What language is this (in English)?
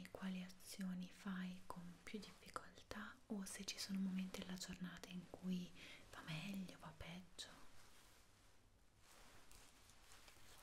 Italian